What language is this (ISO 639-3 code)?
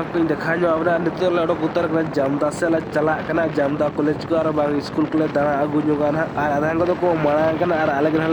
sat